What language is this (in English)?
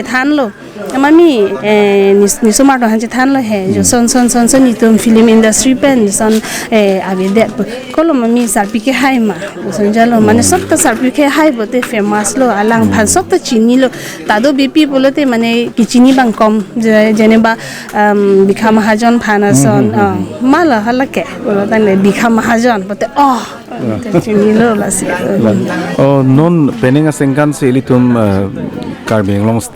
Karbi